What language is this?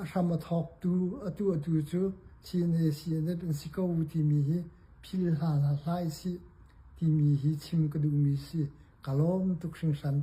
Hakha Chin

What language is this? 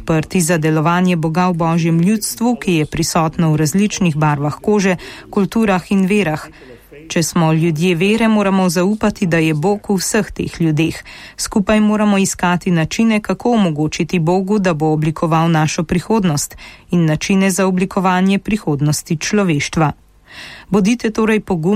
Slovenian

